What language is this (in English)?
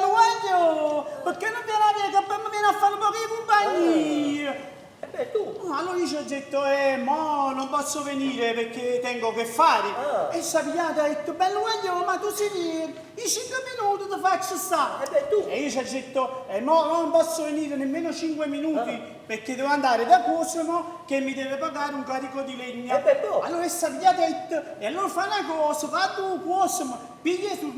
Neapolitan